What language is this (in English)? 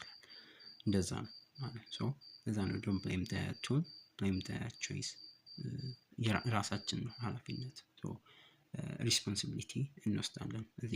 Amharic